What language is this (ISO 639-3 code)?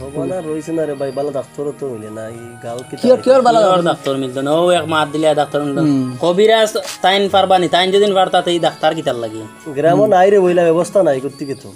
syl